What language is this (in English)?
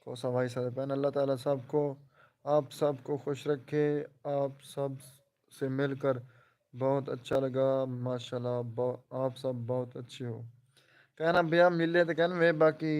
Saraiki